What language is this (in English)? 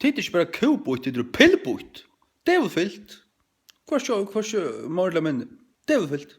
Faroese